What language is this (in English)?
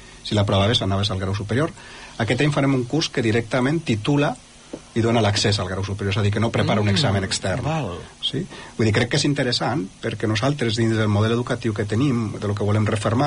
Catalan